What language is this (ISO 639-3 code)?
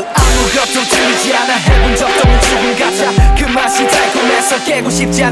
kor